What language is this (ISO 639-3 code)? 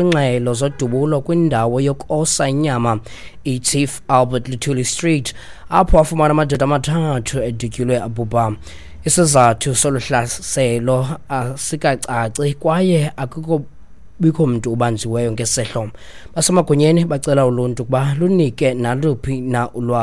xho